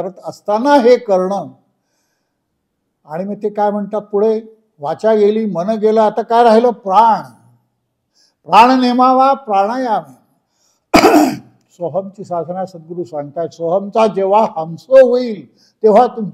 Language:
Marathi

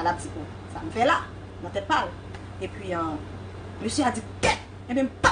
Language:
Haitian Creole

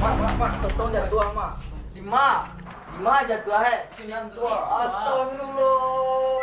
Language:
Minangkabau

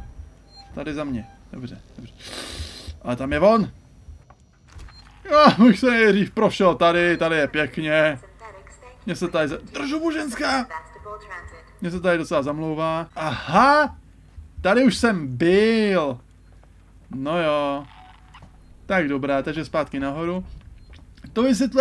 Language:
Czech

